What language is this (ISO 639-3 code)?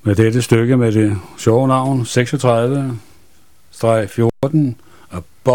dan